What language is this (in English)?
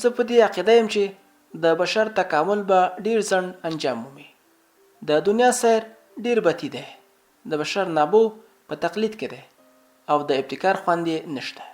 Pashto